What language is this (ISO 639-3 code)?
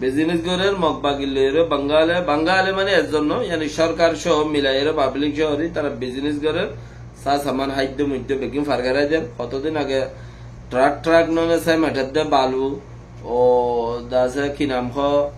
rhg